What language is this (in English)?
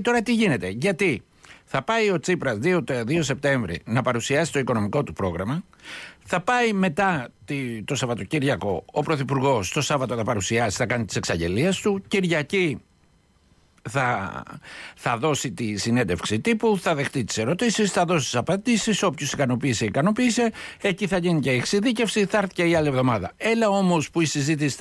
Greek